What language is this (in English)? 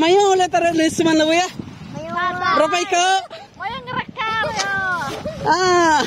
Iban